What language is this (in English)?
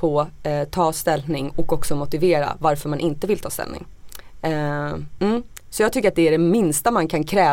Swedish